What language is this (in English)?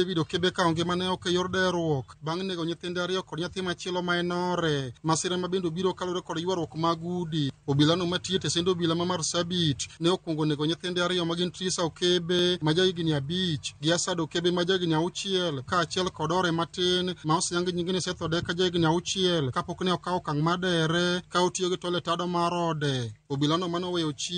Luo (Kenya and Tanzania)